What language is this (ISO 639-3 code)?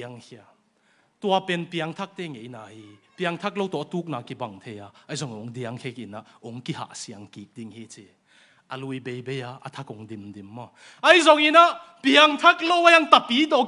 ctd